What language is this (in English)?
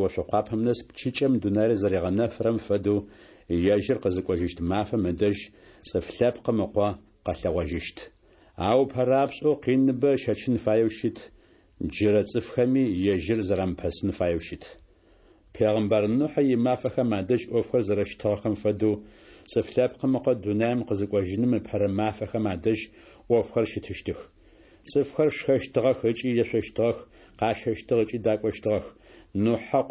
Adyghe